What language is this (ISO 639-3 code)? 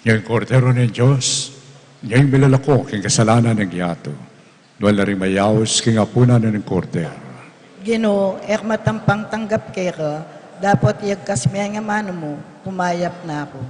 pam